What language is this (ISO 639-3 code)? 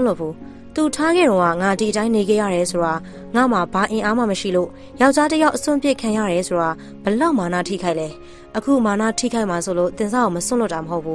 mya